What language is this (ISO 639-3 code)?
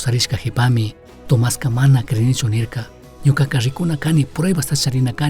qug